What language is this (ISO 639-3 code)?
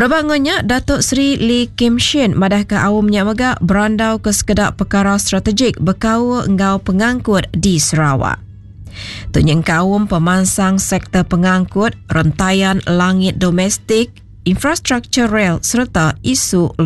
iba